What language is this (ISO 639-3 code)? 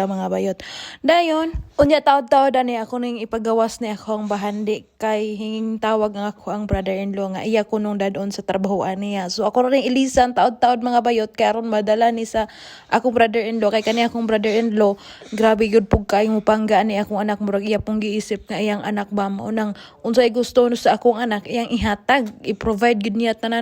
ceb